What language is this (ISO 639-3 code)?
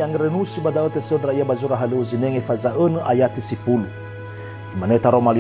nia